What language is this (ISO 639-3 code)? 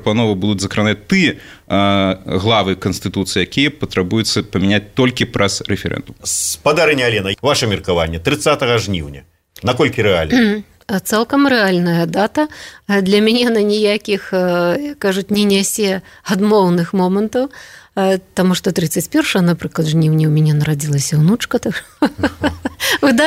bel